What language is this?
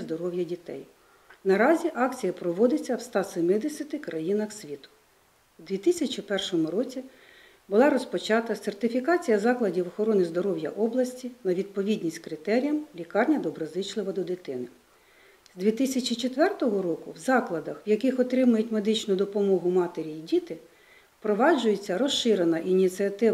Ukrainian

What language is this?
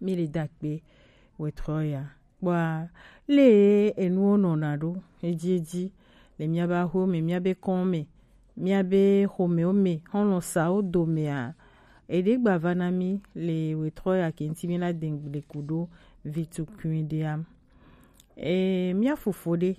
Gen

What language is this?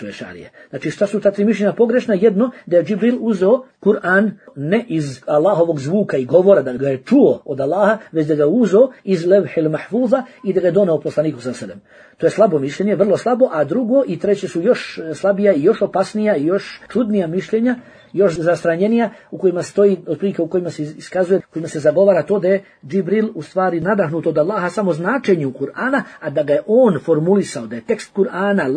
Bosnian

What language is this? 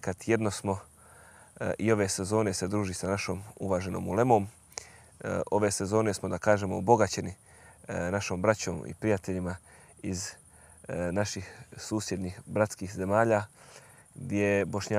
Bosnian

